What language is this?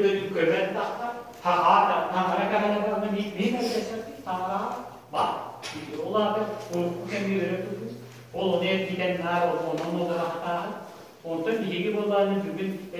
Yakut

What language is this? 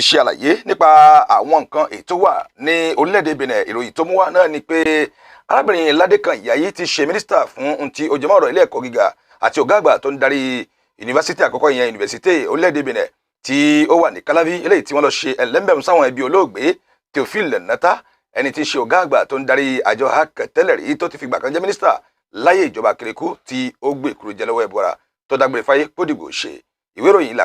Yoruba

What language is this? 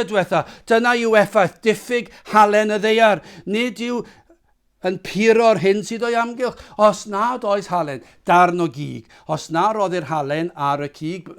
Welsh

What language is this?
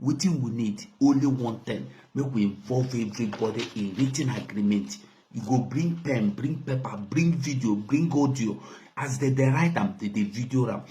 Nigerian Pidgin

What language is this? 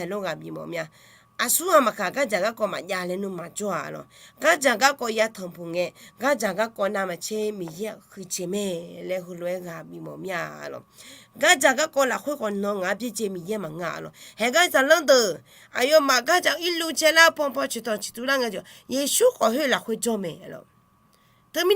Akha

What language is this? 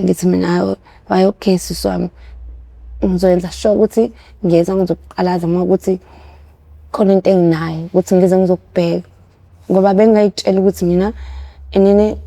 Zulu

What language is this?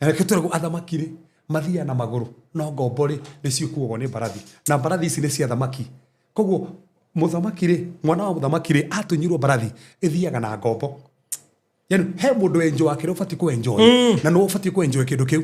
Kikuyu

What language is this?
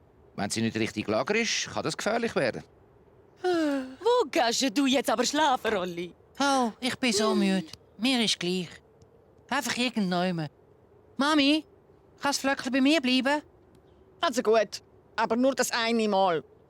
Swiss German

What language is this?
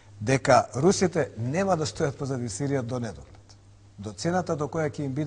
Macedonian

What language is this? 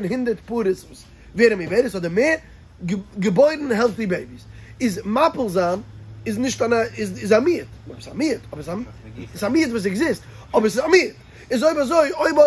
Yiddish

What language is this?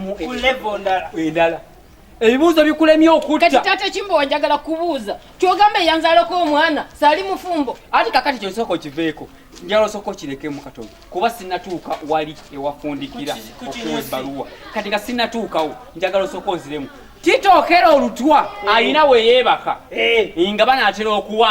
Ganda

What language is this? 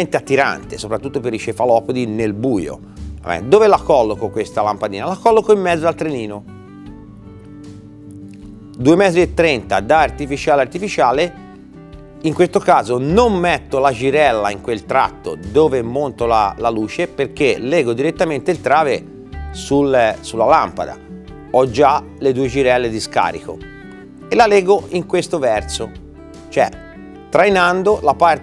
Italian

